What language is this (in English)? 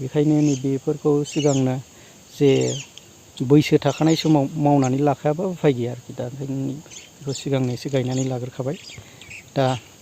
Bodo